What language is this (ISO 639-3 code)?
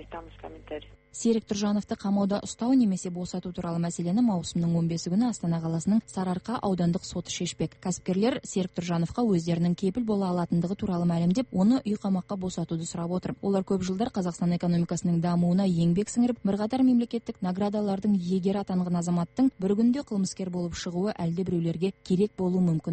kaz